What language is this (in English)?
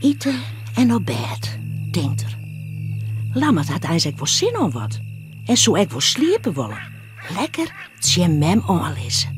Western Frisian